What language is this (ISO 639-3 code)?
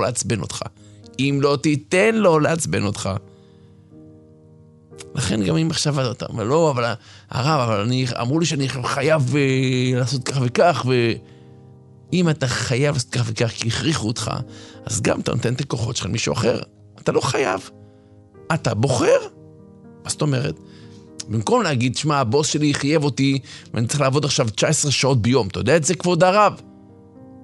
heb